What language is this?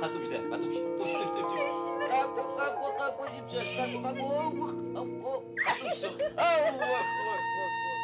Adyghe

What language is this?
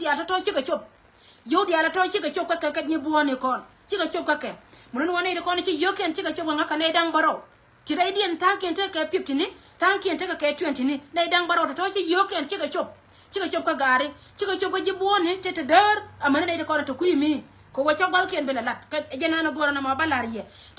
Nuer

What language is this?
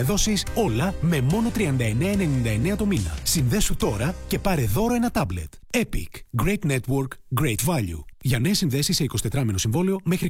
Greek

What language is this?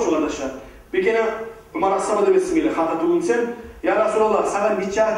Kumyk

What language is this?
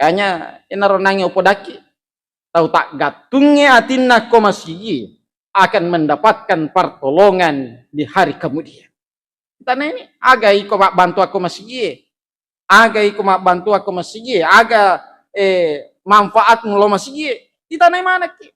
Buginese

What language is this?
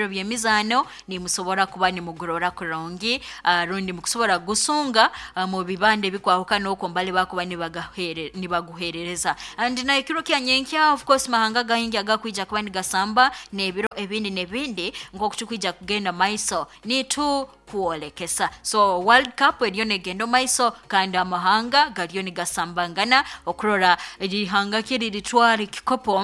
Nyoro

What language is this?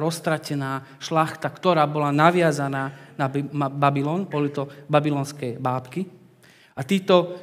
Slovak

